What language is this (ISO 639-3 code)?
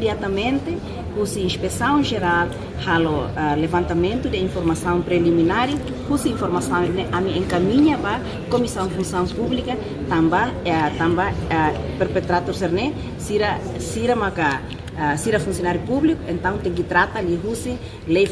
tet